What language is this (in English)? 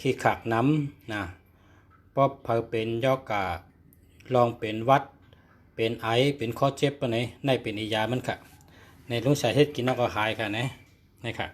Shan